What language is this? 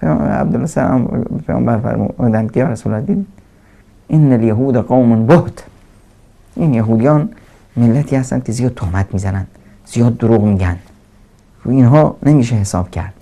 Persian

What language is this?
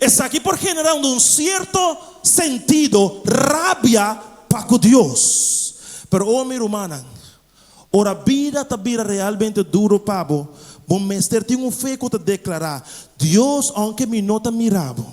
Papiamento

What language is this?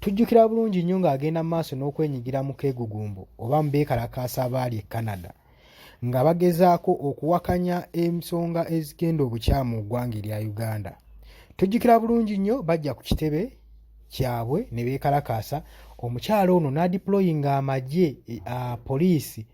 Ganda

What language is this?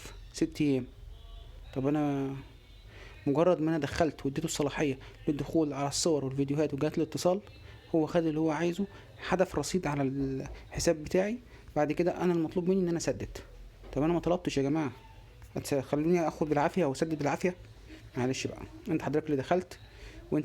Egyptian Arabic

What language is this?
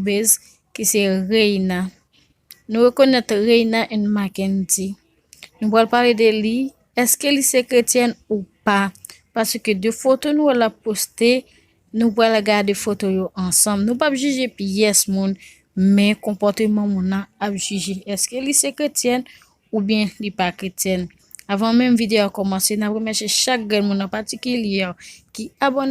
Haitian Creole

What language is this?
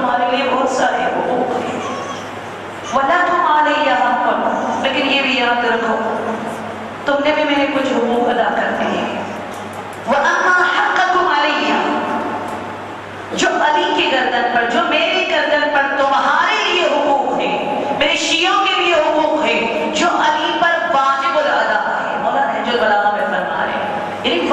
Urdu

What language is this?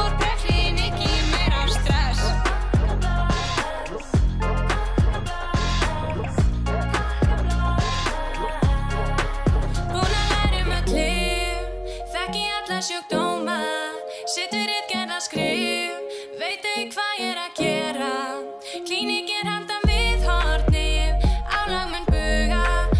Icelandic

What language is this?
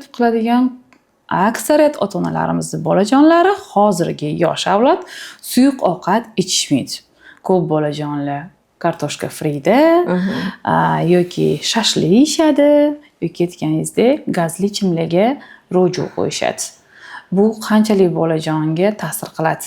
Uzbek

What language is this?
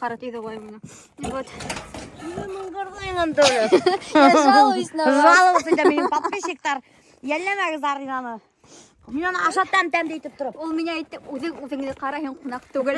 Bashkir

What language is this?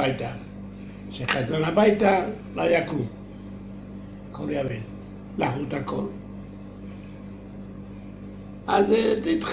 Hebrew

